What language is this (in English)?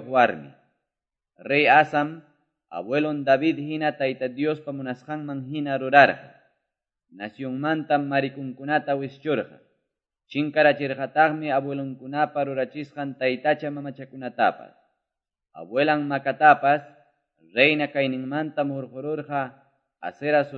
Quechua